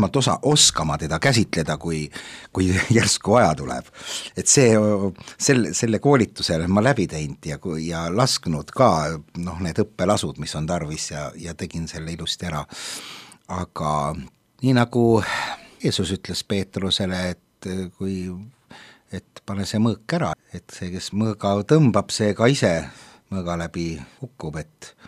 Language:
Estonian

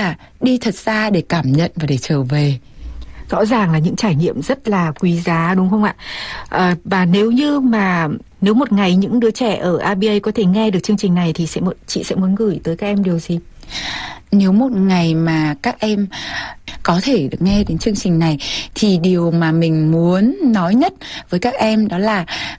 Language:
Vietnamese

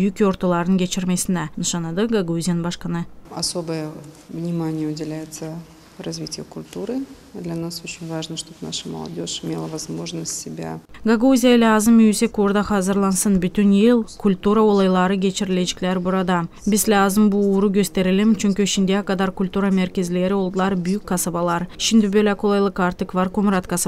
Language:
Gagauz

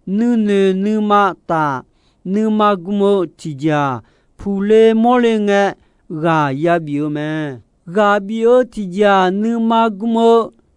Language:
Akha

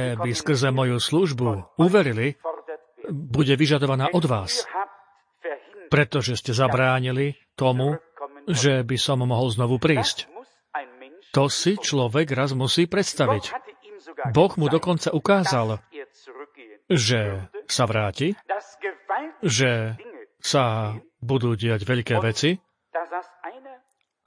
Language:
Slovak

